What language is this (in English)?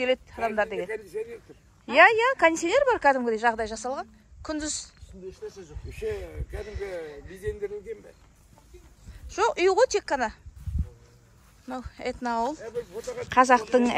Kazakh